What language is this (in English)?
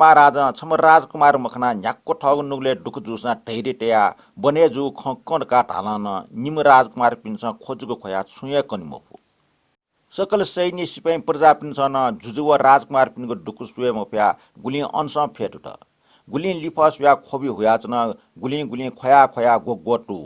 Newari